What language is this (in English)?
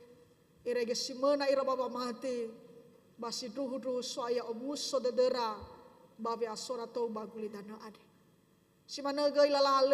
Nias